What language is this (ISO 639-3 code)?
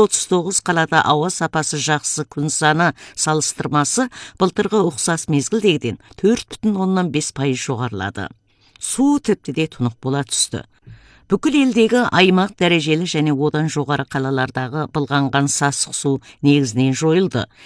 kaz